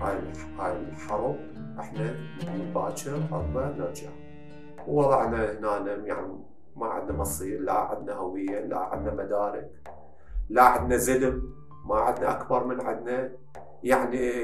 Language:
Mesopotamian Arabic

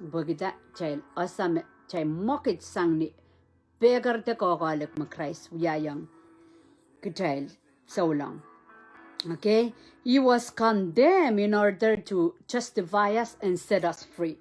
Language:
Pohnpeian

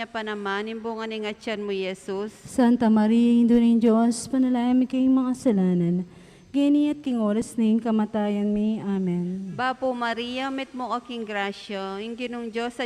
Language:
Pampanga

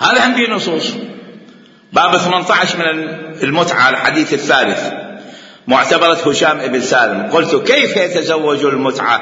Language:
Mesopotamian Arabic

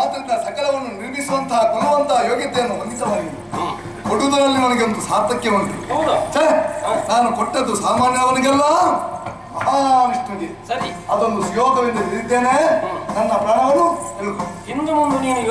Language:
Kannada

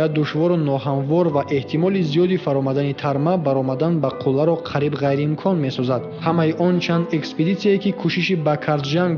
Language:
Tajik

